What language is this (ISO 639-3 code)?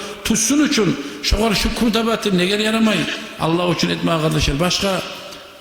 kum